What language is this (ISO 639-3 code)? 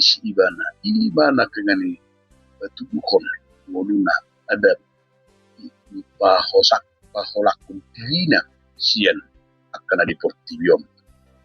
bbc